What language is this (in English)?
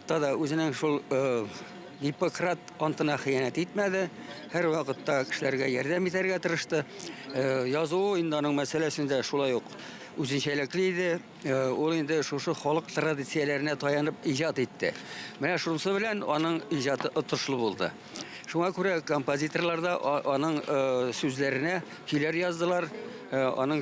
Tatar